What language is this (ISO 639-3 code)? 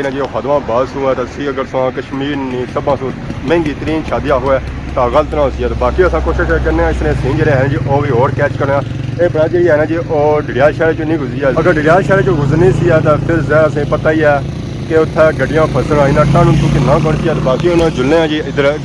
phr